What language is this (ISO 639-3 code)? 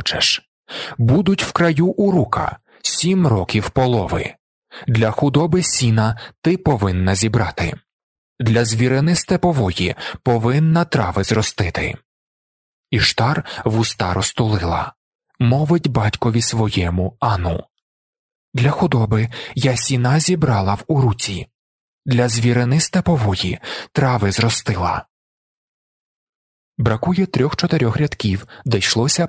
ukr